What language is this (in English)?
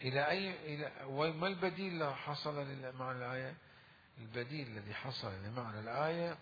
Mesopotamian Arabic